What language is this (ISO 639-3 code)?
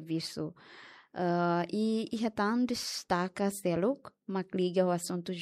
tet